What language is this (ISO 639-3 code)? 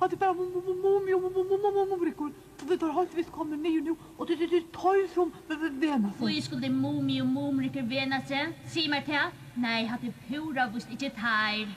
fao